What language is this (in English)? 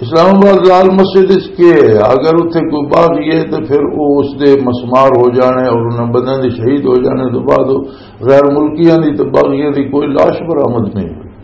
Western Panjabi